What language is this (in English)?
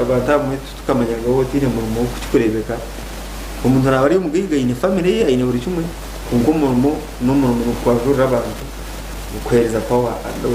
Nyankole